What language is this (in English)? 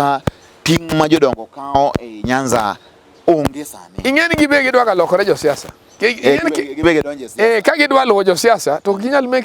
Luo (Kenya and Tanzania)